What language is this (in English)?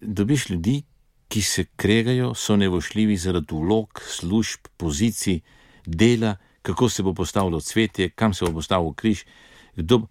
Slovenian